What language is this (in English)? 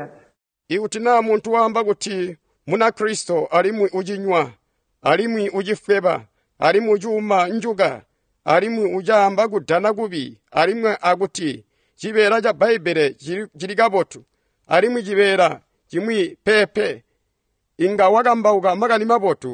Tonga (Zambia)